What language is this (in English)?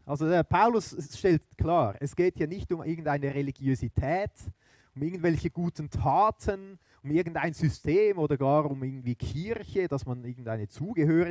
Swiss German